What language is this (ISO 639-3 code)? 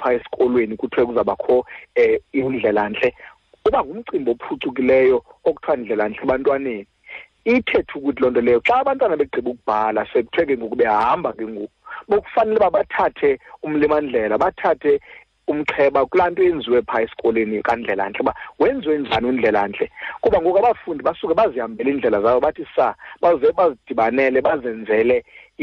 xho